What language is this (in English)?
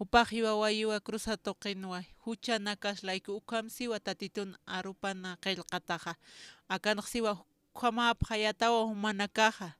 Aymara